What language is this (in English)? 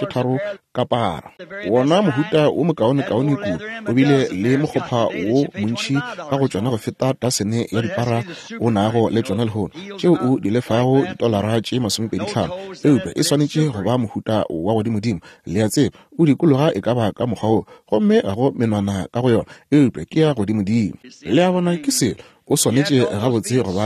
Northern Sotho